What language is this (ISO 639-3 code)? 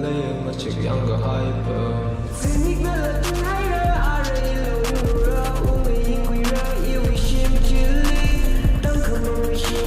nmf